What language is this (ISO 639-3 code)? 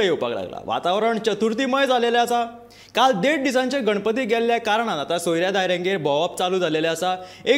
kok